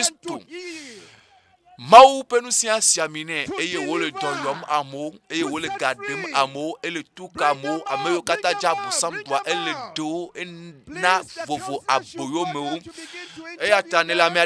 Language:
Ewe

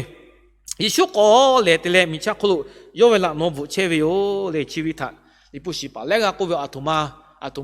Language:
Lahu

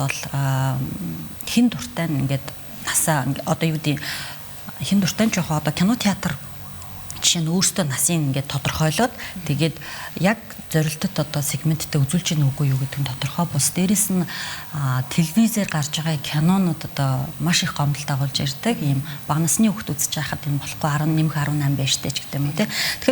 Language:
Mongolian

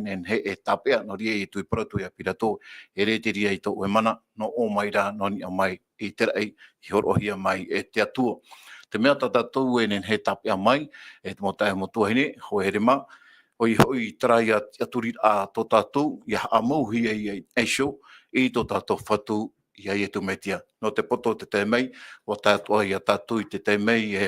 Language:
Tahitian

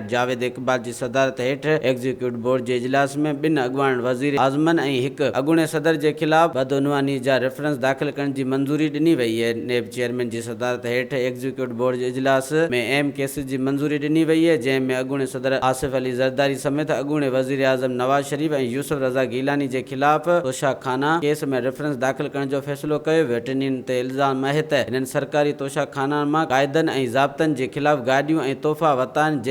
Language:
Sindhi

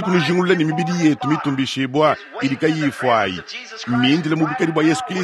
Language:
Luba-Lulua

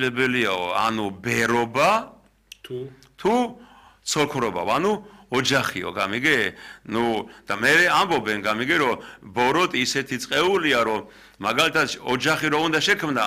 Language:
Georgian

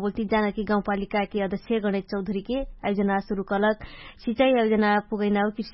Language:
Dangaura Tharu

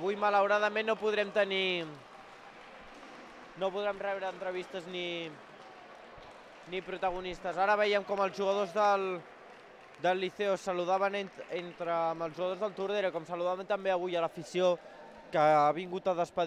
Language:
Catalan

